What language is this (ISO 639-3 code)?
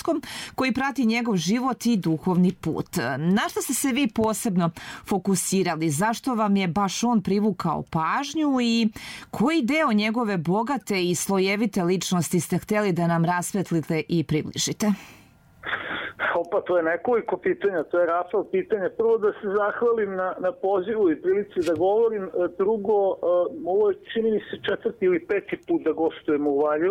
srp